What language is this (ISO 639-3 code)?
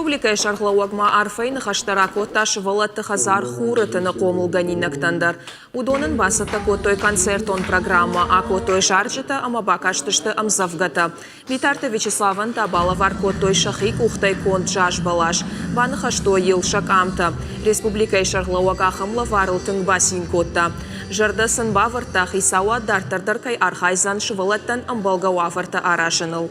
oss